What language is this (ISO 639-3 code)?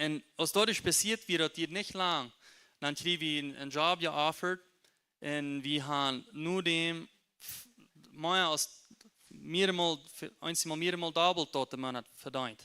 pdt